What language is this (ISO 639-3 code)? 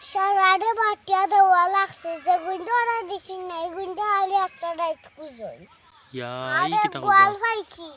syl